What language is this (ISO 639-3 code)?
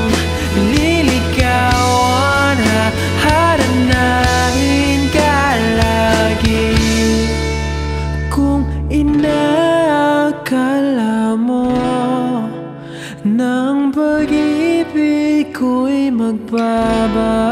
fil